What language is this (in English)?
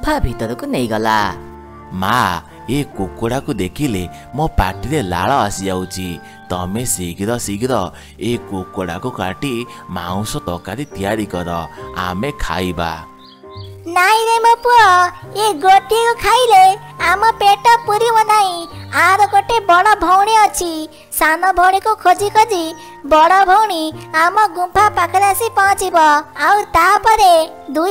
Odia